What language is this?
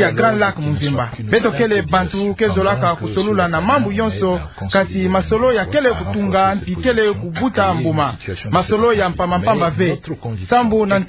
Kituba (Democratic Republic of Congo)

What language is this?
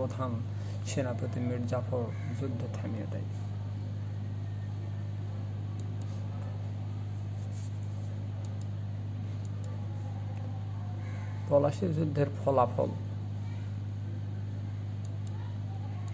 Bangla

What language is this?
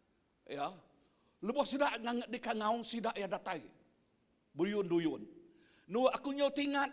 Iban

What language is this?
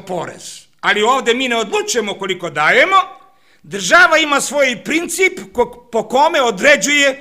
Serbian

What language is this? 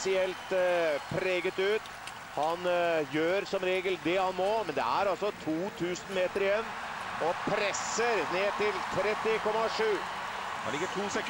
Norwegian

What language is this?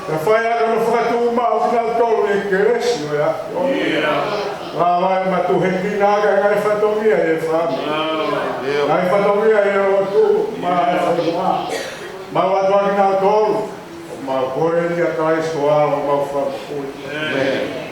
Tongan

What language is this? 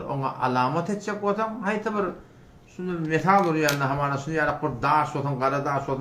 Turkmen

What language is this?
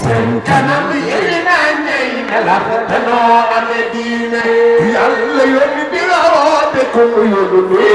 Wolof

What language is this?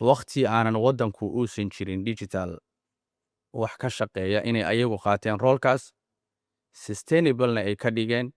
Somali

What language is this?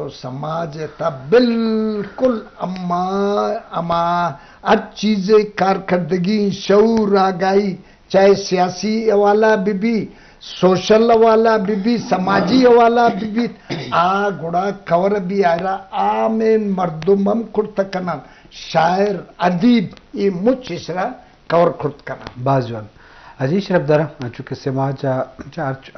Eastern Balochi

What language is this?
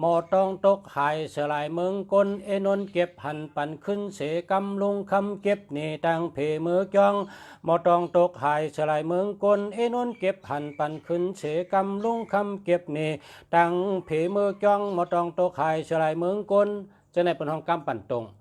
Shan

